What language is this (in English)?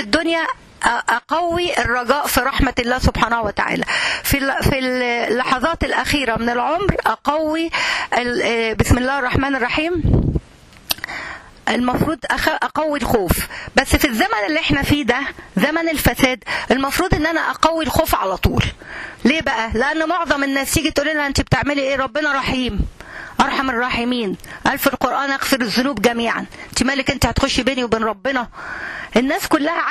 Egyptian Arabic